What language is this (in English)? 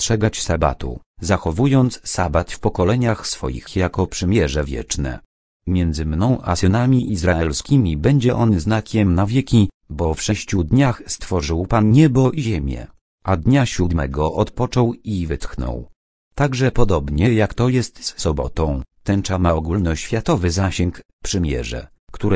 Polish